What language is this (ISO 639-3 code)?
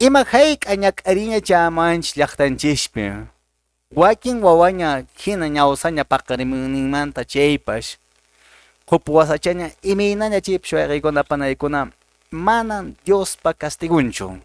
que